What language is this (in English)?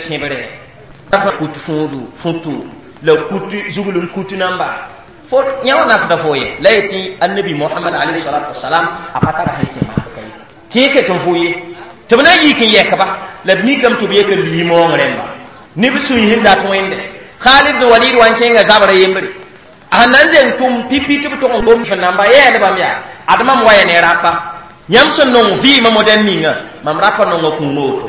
Mossi